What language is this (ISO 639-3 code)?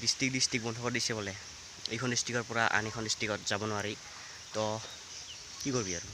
asm